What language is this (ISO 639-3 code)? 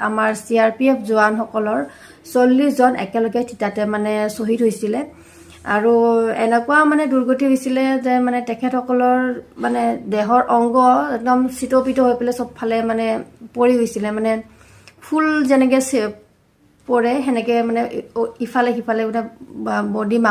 asm